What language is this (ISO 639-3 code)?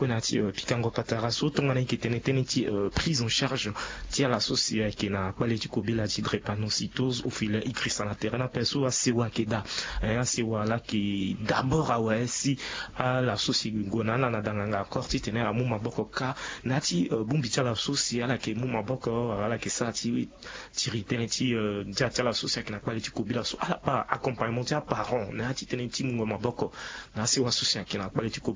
sag